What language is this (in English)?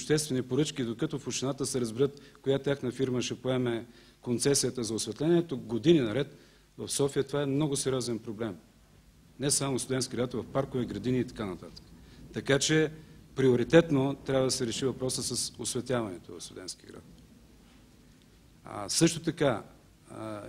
Bulgarian